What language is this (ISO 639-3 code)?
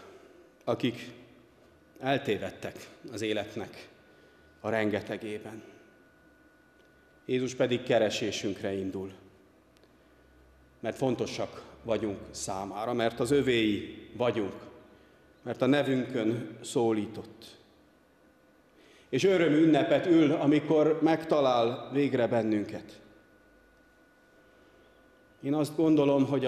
hun